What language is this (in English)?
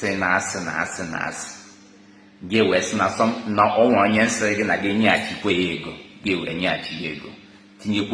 Igbo